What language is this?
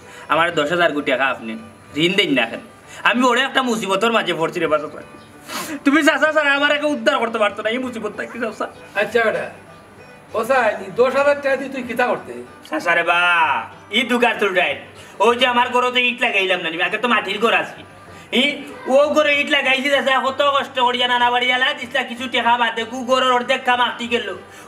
Sylheti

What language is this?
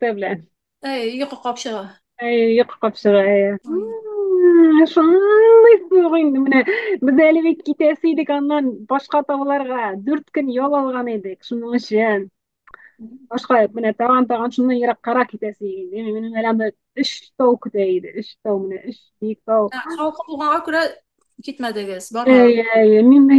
Tatar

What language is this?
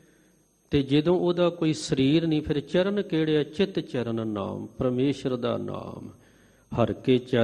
Punjabi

